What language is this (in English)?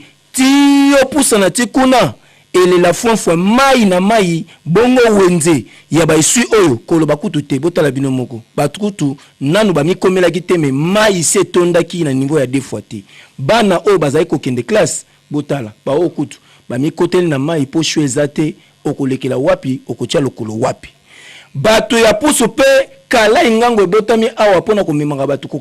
Lingala